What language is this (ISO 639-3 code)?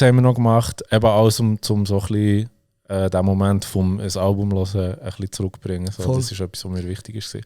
gsw